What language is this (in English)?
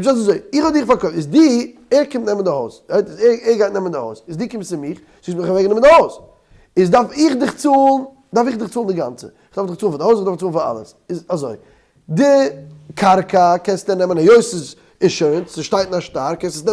Yiddish